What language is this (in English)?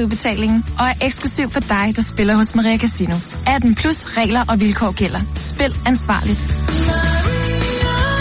Danish